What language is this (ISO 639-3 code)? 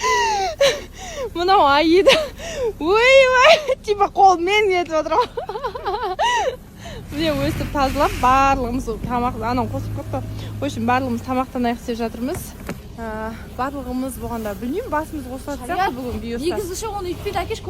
kaz